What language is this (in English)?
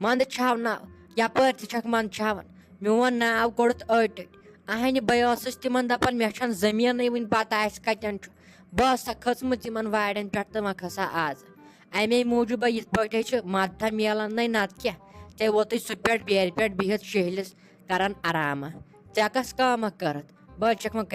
Kashmiri